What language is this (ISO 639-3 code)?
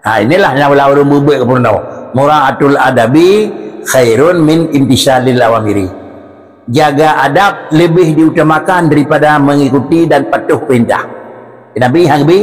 ace